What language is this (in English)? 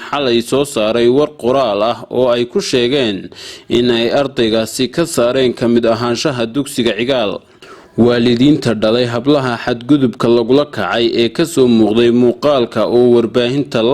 Somali